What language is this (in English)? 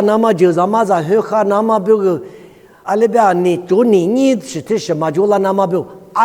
Lisu